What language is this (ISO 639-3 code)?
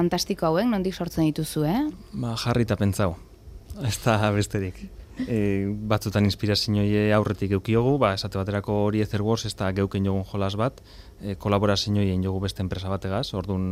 eus